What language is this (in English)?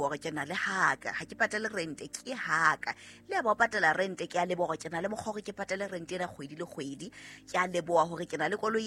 Southern Sotho